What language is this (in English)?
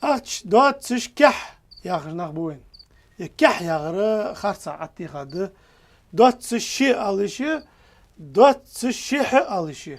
Ingush